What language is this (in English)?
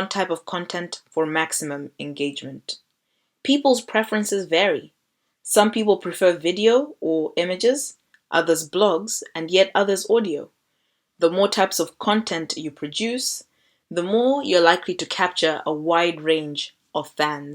English